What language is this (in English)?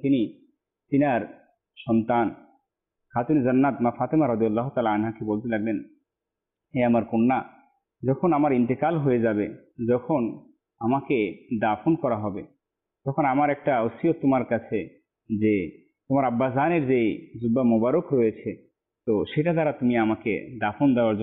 Bangla